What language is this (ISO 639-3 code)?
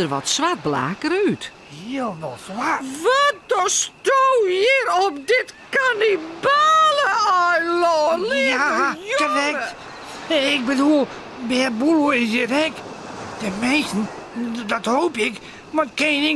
fry